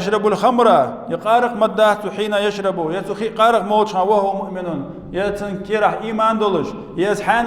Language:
Ingush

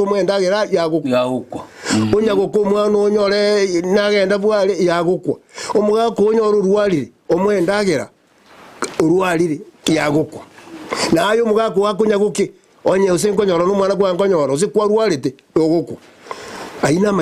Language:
Gusii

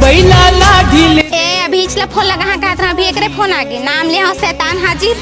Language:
Chhattisgarhi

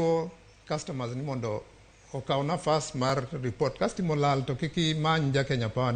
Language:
Luo (Kenya and Tanzania)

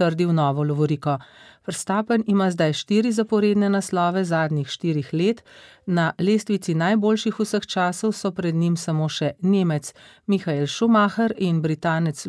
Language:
Slovenian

